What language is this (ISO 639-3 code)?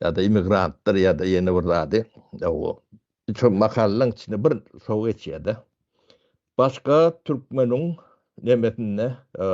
tuk